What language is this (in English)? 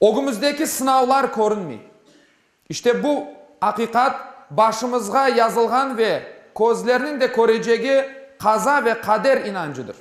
Crimean Tatar